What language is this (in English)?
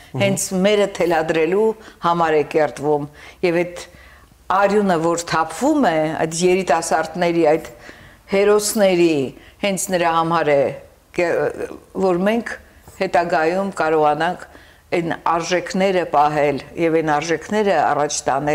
Armenian